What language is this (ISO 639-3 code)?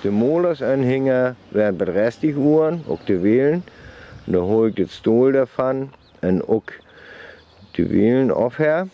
frr